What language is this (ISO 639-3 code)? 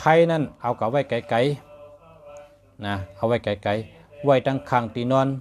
shn